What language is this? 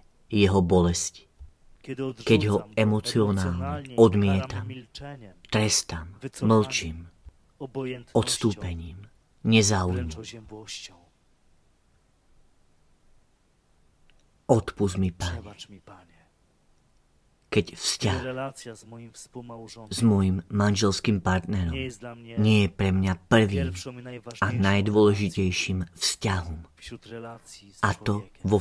Slovak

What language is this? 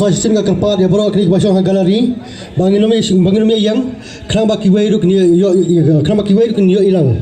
Khasi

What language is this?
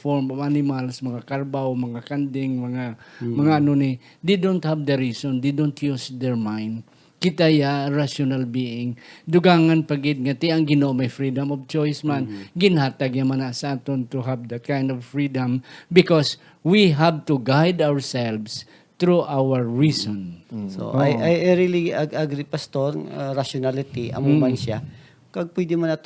Hiligaynon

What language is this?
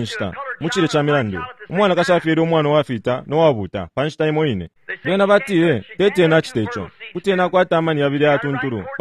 Bemba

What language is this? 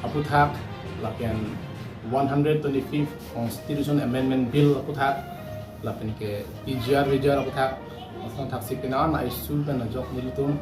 Karbi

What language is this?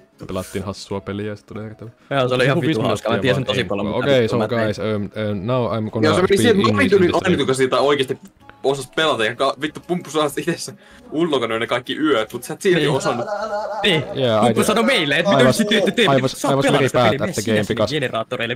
Finnish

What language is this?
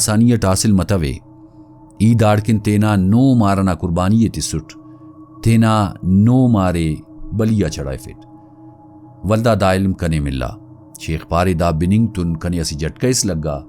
Brahui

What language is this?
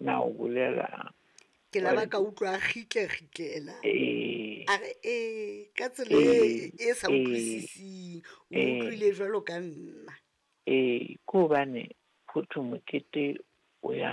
Southern Sotho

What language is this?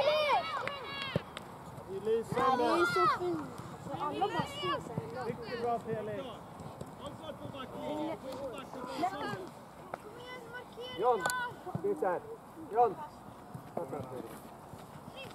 Swedish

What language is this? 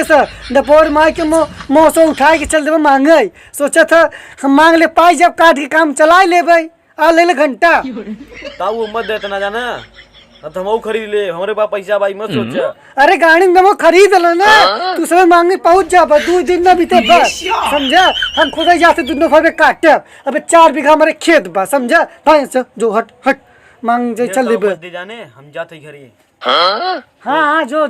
Awadhi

